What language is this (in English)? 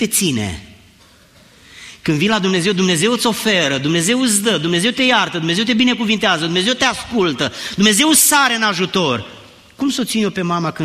Romanian